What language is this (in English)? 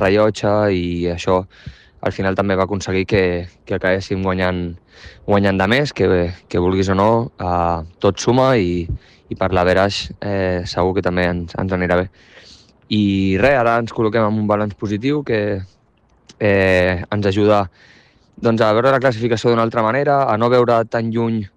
Catalan